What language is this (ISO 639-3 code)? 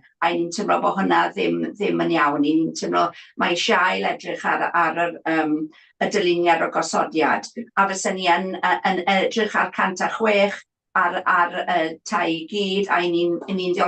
cym